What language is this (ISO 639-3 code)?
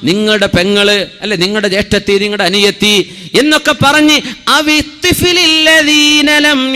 mal